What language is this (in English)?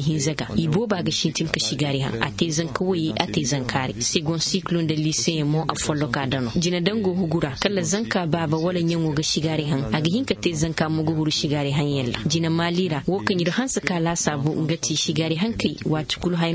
Zarma